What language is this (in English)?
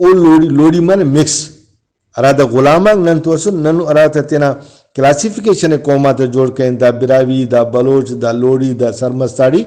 Brahui